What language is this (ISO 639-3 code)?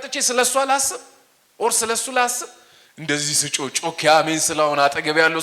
amh